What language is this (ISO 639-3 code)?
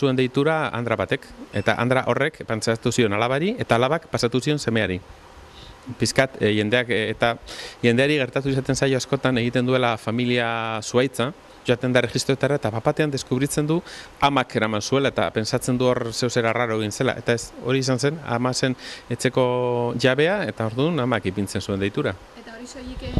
eus